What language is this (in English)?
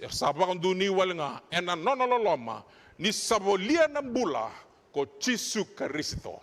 Fijian